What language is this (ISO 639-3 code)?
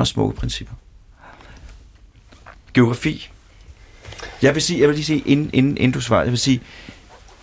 dan